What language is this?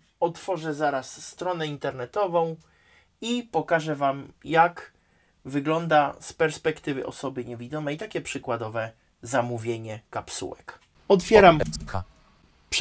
Polish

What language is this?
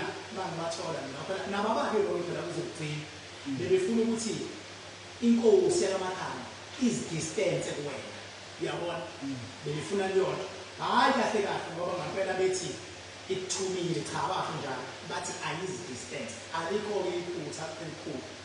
Zulu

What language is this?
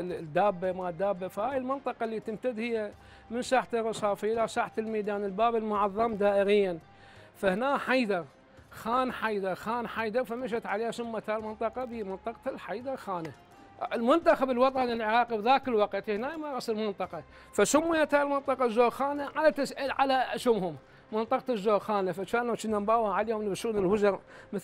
Mesopotamian Arabic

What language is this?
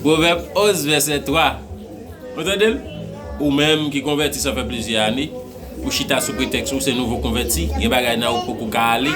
Haitian Creole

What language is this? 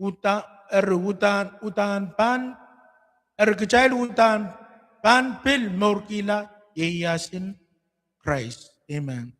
Pohnpeian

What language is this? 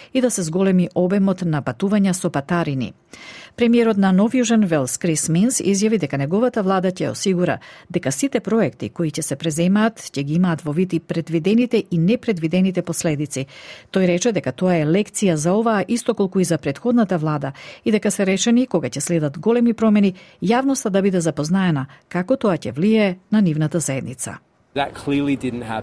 Macedonian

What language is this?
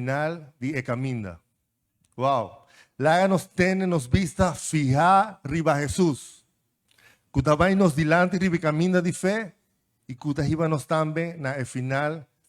Papiamento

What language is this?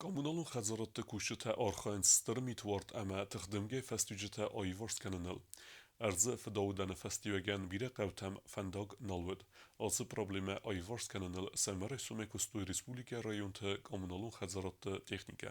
Ossetic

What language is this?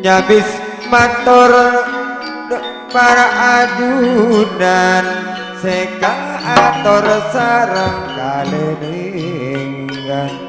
Madurese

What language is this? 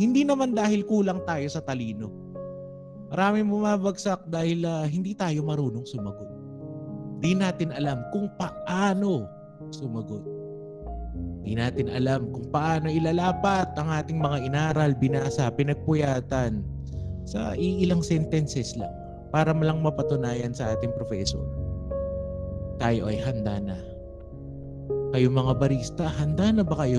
Filipino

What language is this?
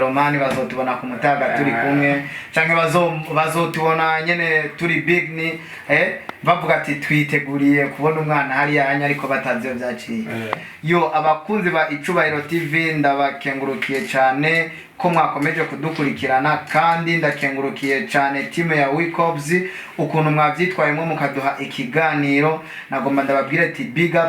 Rundi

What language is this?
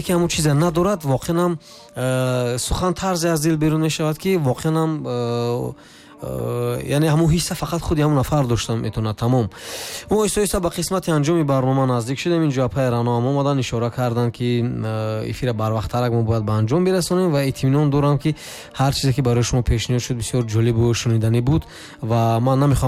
Tajik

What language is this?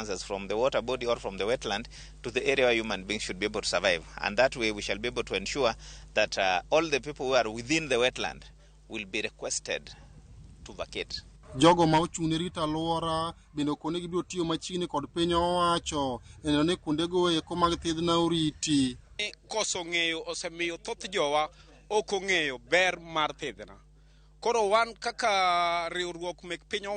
Luo (Kenya and Tanzania)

